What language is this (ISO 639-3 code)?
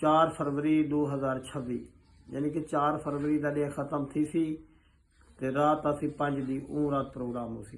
skr